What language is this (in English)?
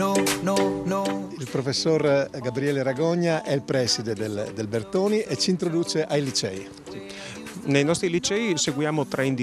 Italian